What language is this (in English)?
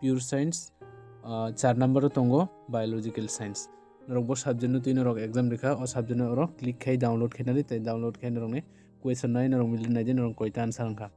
Kok Borok